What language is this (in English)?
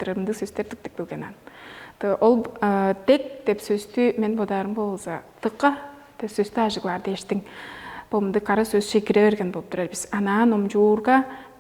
Tuvinian